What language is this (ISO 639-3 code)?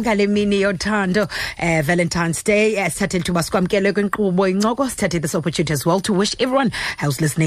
xho